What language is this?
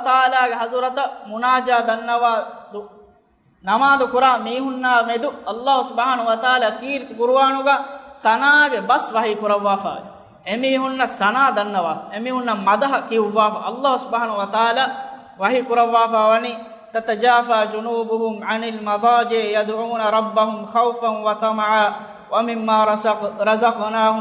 Divehi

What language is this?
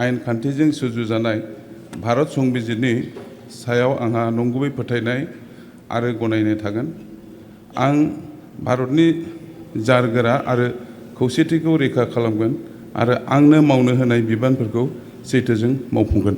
Bodo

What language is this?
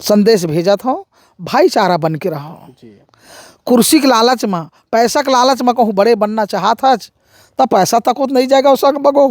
Chhattisgarhi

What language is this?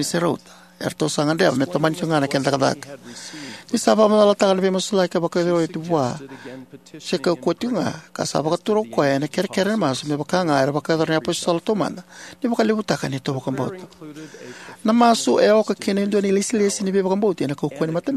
Fijian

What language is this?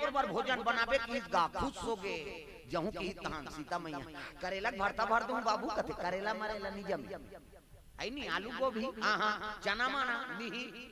Chhattisgarhi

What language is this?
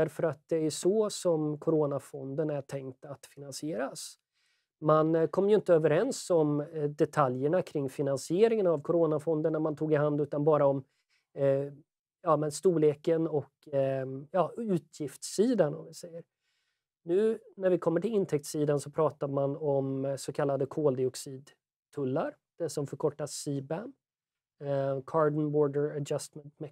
Swedish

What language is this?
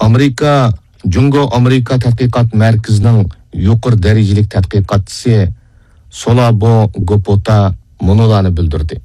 Uyghur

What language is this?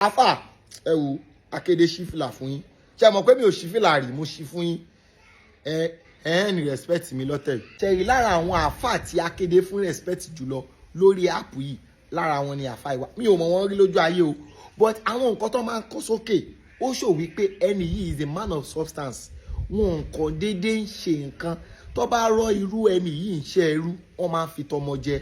Yoruba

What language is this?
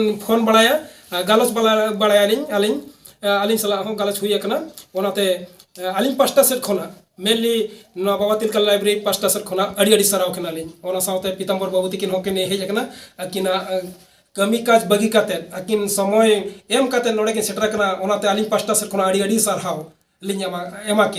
Santali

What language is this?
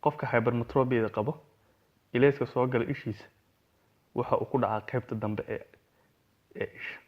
Somali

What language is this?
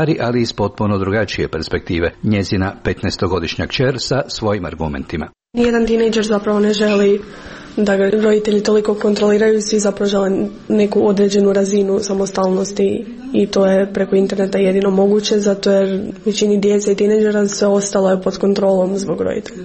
Croatian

